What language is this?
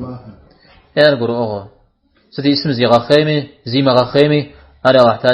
Kabardian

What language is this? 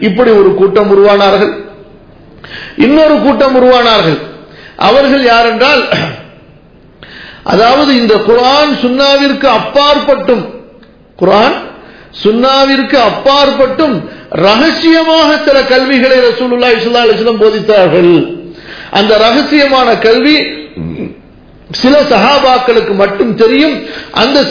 Tamil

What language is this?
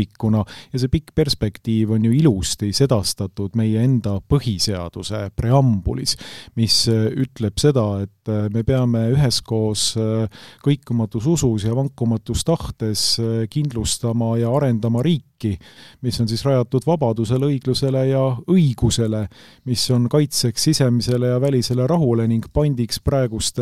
Estonian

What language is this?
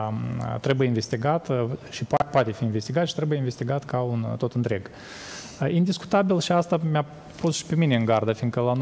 Romanian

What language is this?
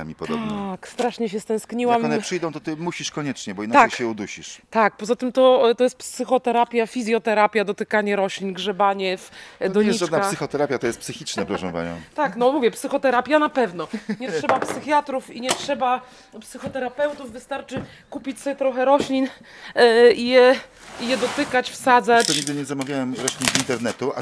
Polish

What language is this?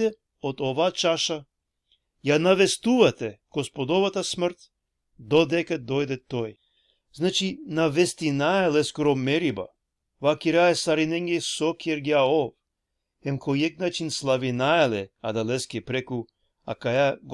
Balkan Romani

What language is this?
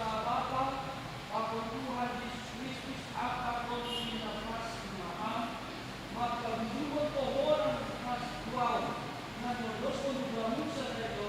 Batak Simalungun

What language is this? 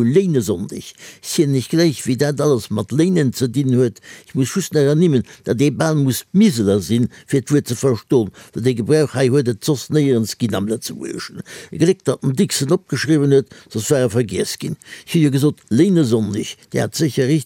Luxembourgish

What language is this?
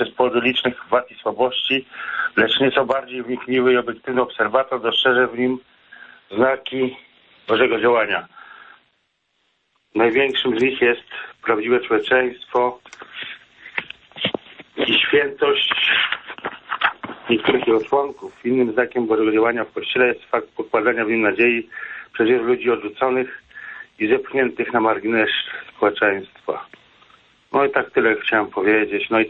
Polish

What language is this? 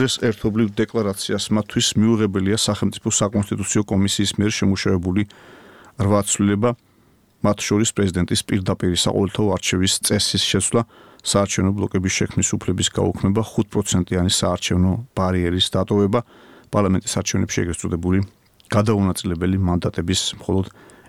Georgian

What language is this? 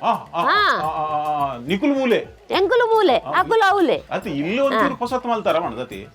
Tulu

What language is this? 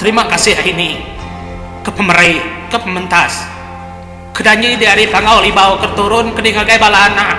Iban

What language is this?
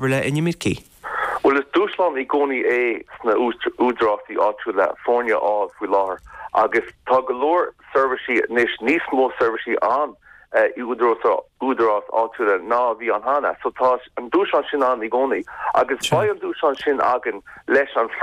Irish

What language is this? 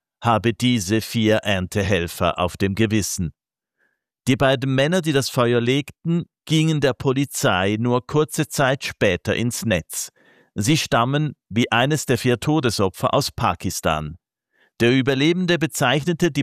German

